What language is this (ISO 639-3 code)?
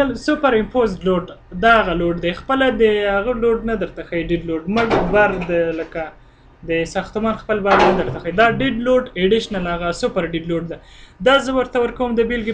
pus